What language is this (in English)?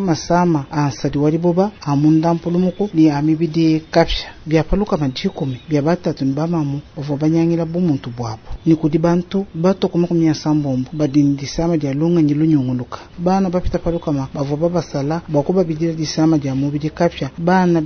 Luba-Lulua